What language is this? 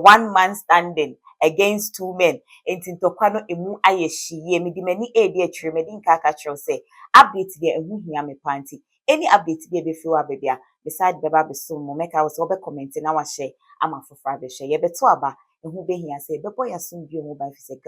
Akan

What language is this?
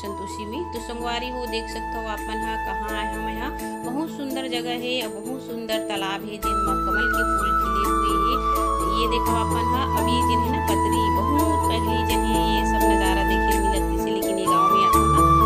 Chhattisgarhi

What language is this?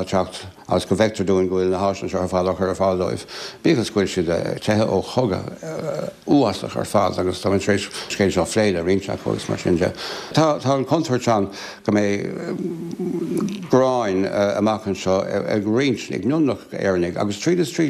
Irish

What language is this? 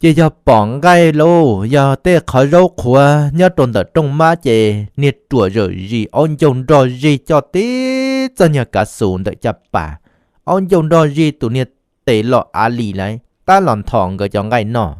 Hmong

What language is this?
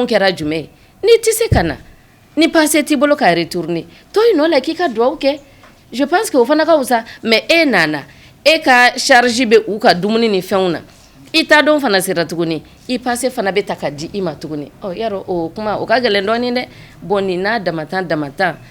Bambara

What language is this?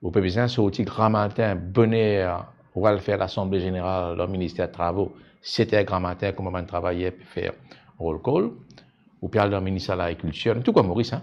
Morisyen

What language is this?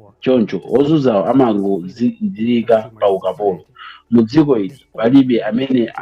Nyanja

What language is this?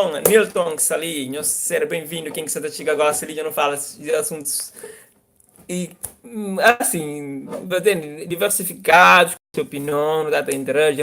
Kabuverdianu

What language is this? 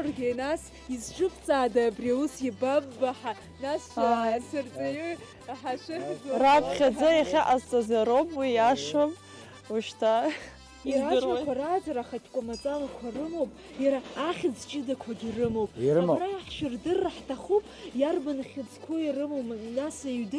Abkhazian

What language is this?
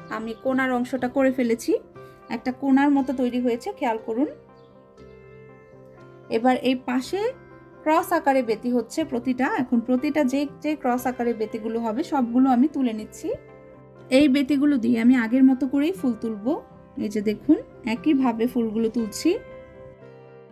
Bangla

